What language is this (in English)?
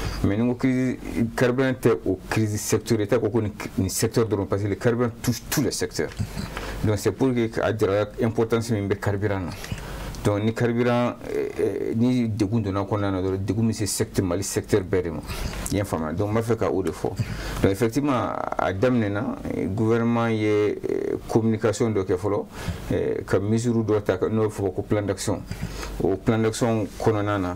Bambara